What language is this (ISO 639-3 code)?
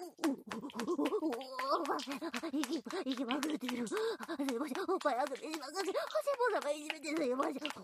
jpn